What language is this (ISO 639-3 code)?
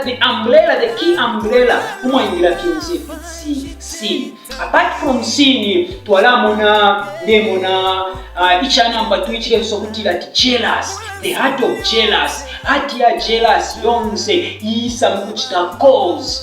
bem